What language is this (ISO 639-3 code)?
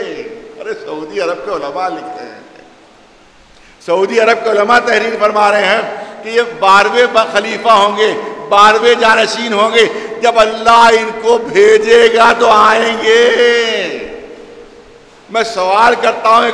urd